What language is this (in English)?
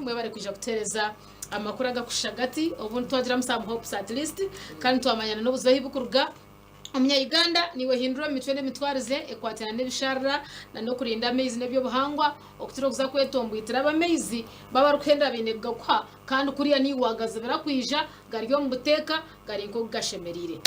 Nyankole